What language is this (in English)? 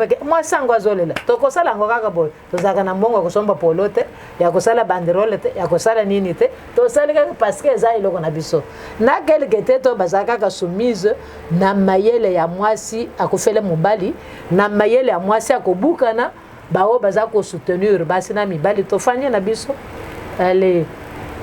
Lingala